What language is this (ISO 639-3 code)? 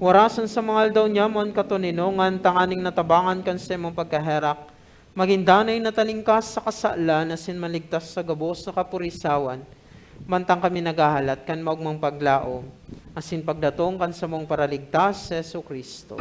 bik